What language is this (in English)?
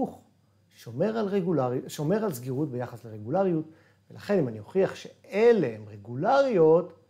Hebrew